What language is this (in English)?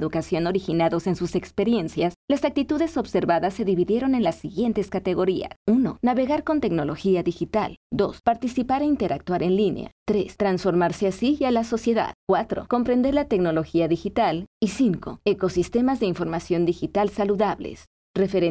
Spanish